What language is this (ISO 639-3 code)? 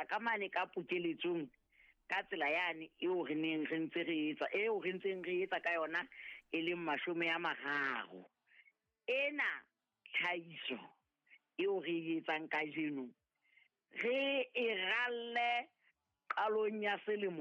sot